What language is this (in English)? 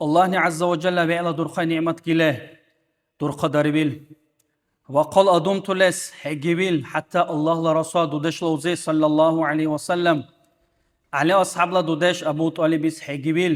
Dargwa